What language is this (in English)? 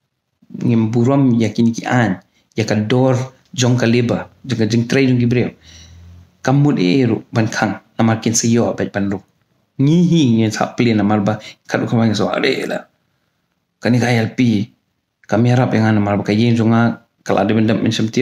Khasi